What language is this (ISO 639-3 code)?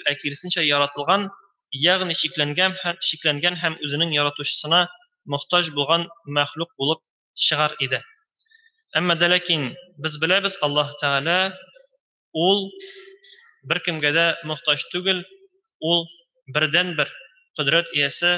tat